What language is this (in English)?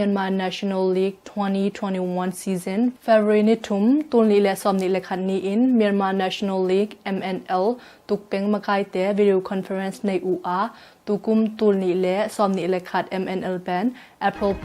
Tedim Chin